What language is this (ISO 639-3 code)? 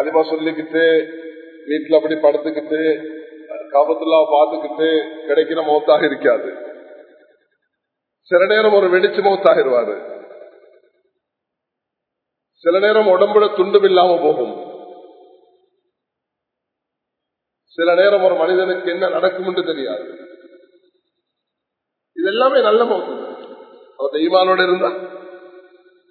tam